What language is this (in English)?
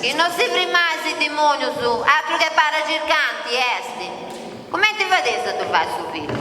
Sardinian